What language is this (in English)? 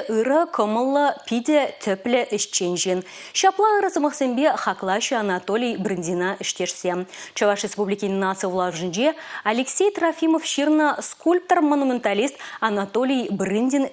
Chuvash